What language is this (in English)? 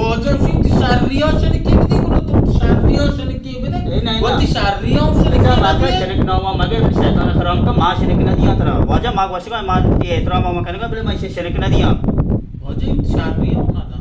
Baluchi